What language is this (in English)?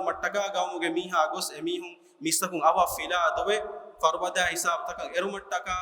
Divehi